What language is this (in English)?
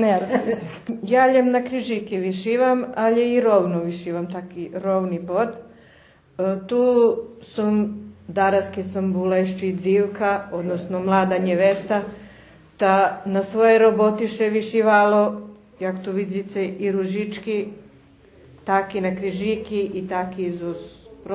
Rusyn